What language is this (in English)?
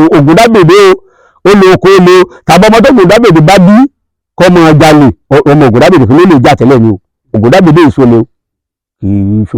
Yoruba